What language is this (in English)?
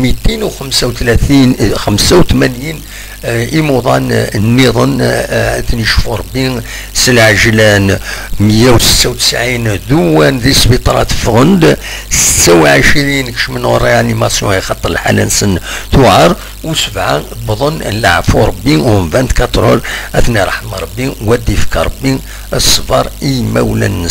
Kabyle